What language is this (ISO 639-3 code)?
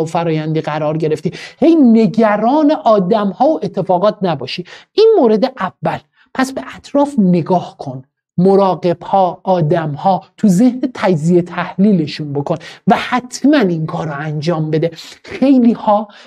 fas